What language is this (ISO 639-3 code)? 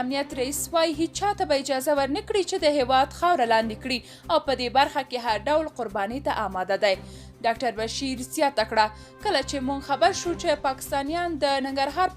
pus